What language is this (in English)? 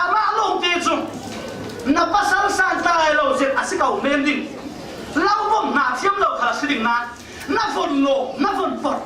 Falam Chin